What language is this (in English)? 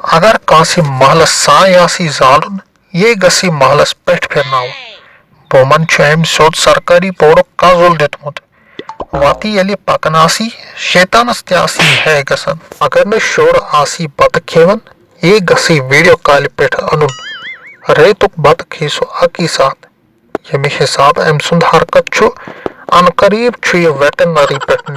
Kashmiri